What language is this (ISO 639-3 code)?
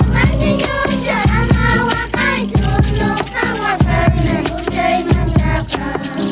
que